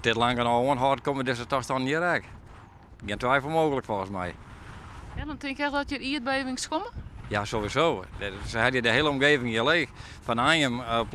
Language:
Western Frisian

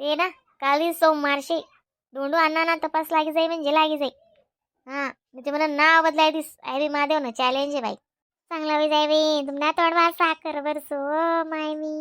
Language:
Khandesi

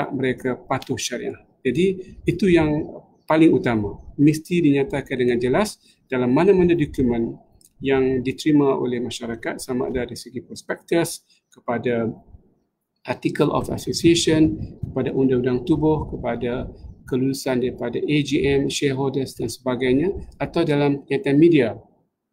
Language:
Malay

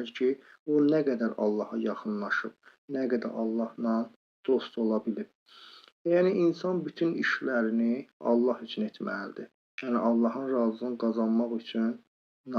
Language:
Azerbaijani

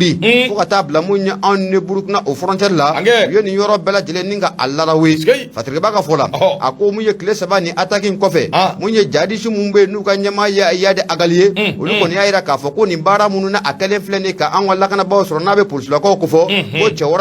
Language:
Bambara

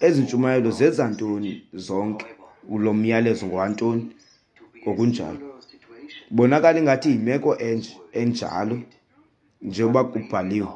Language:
Xhosa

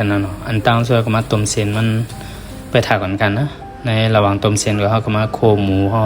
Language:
Shan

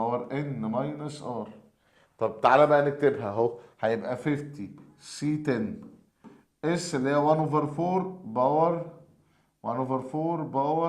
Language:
Egyptian Arabic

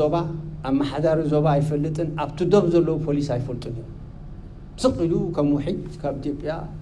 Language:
Tigrinya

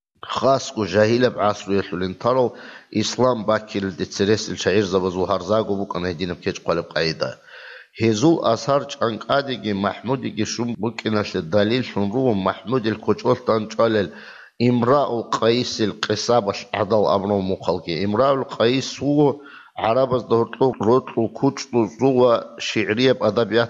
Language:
Avaric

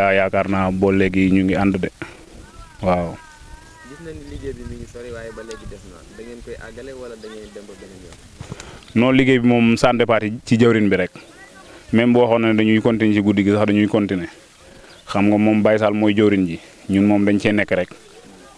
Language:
Wolof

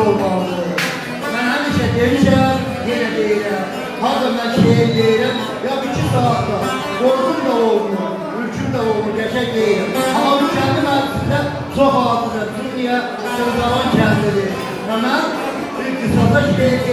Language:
South Azerbaijani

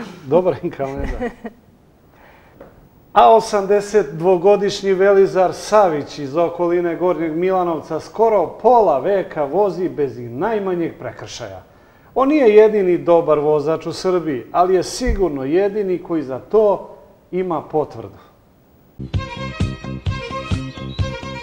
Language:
Serbian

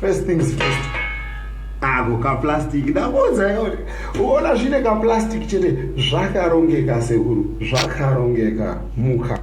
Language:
Shona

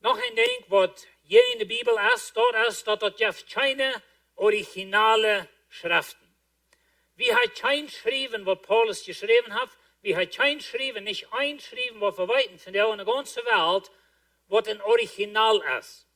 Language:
Plautdietsch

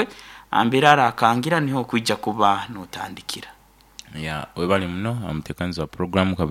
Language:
Nyoro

